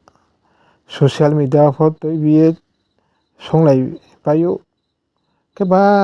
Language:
Riang (India)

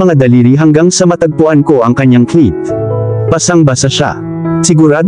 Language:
Filipino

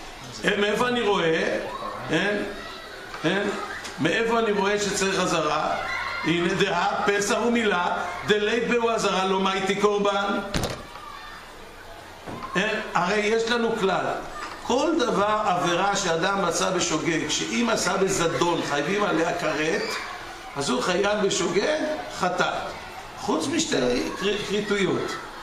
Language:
Hebrew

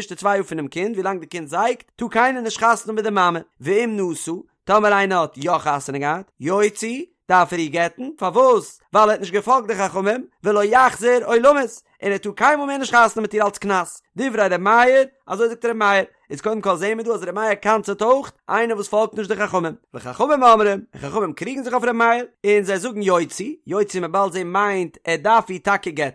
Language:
Yiddish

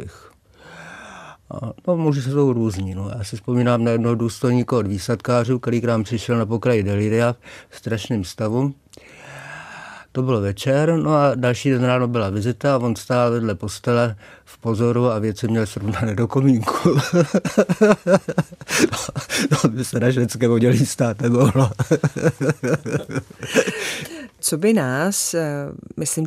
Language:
Czech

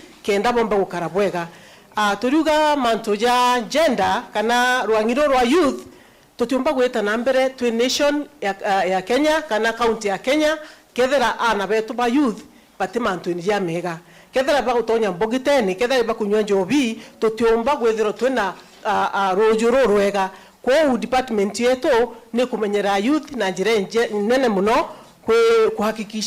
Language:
Meru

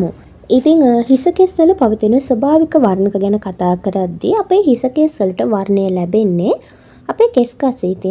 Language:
Sinhala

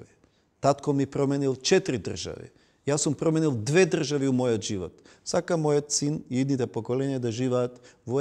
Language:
Macedonian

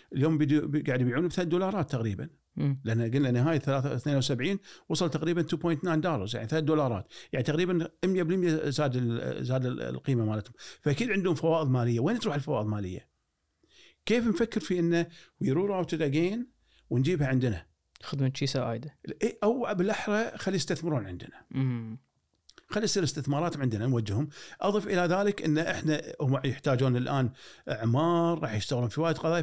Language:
Gulf Arabic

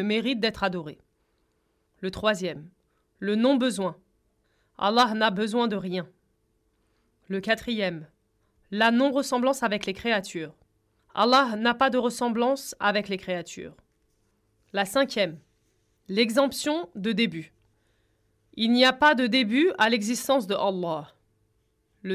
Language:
French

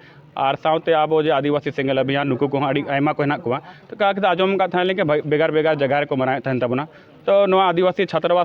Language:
Santali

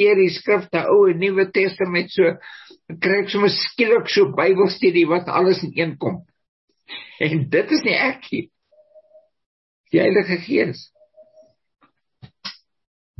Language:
Afrikaans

